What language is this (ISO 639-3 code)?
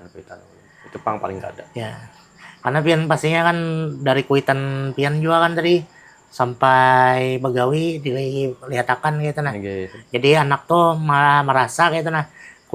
bjn